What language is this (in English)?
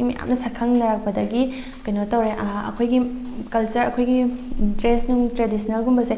Manipuri